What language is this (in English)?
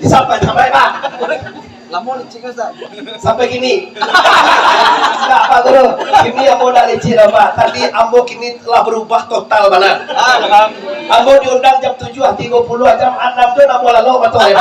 Minangkabau